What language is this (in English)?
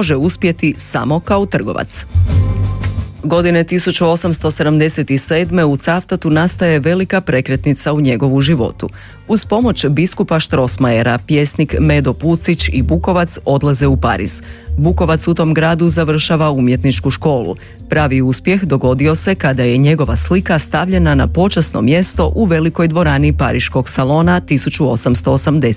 Croatian